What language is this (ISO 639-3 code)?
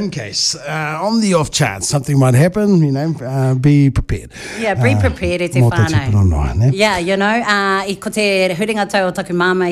mri